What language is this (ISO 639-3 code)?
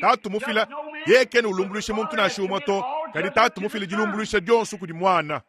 lua